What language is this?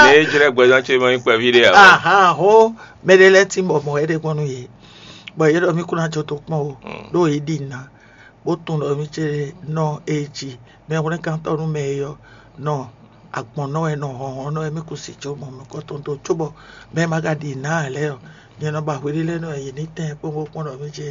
Fon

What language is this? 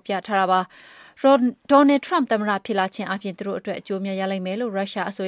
Burmese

